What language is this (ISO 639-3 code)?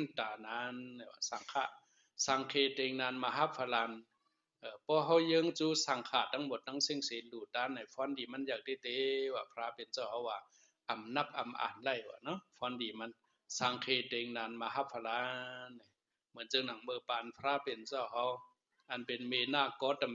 shn